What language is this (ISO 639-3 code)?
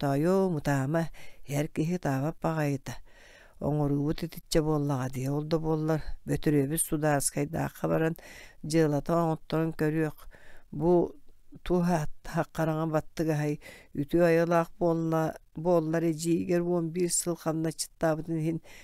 sah